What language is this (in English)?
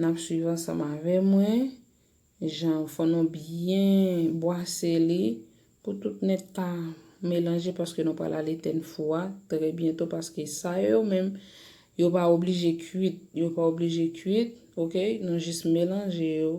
Haitian Creole